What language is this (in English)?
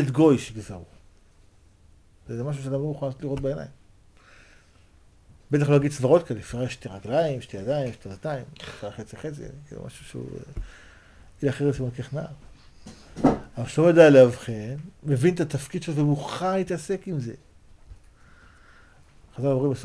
Hebrew